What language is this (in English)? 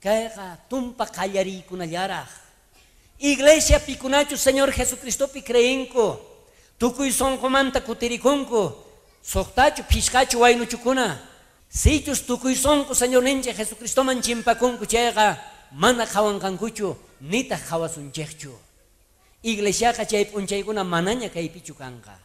South Bolivian Quechua